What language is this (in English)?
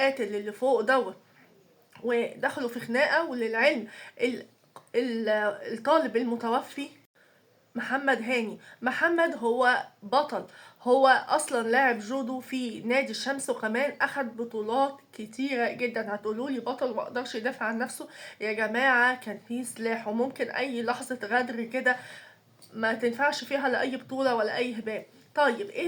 Egyptian Arabic